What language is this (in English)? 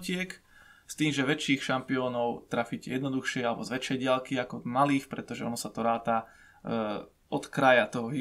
Slovak